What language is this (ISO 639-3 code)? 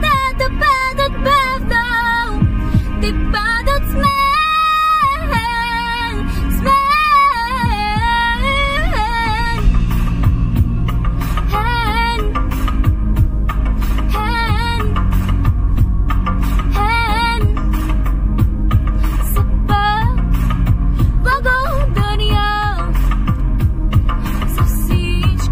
bul